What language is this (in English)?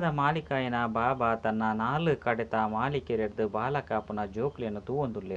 Tulu